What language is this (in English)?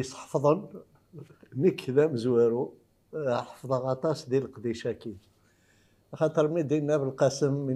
Kabyle